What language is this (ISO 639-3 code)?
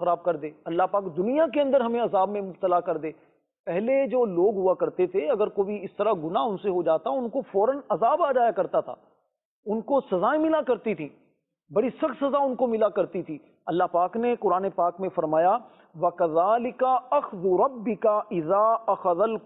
urd